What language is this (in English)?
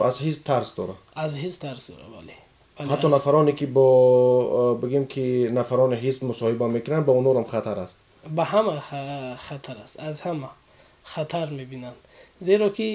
Tajik